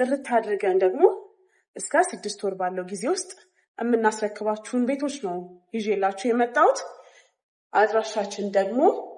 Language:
Amharic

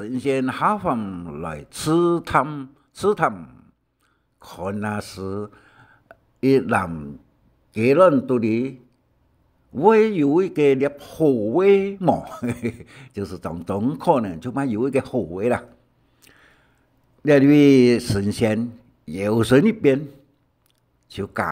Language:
Hakka Chinese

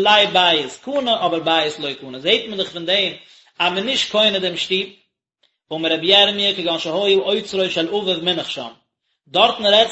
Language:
Yiddish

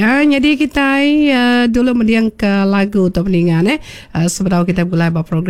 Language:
Iban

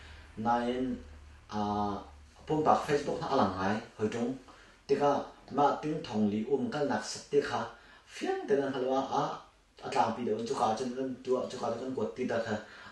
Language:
Hakha Chin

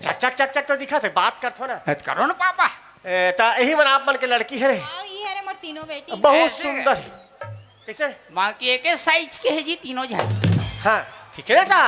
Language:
Chhattisgarhi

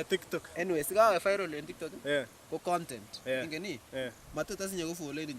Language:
Kalenjin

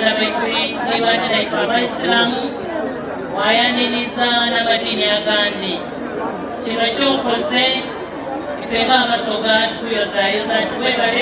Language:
Soga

